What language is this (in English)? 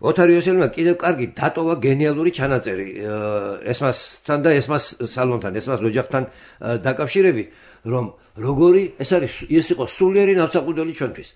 Georgian